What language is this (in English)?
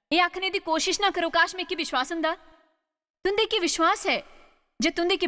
Dogri